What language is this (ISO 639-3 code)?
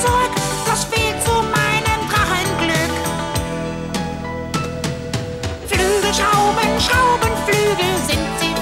deu